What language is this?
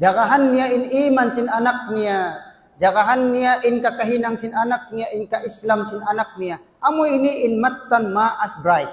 Tausug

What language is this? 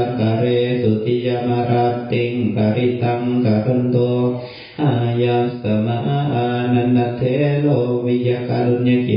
Pali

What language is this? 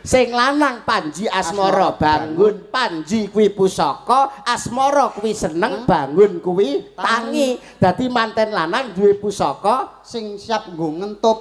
Javanese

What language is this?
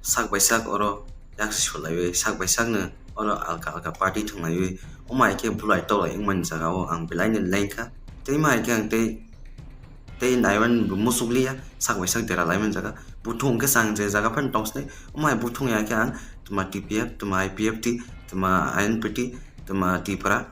Riang (India)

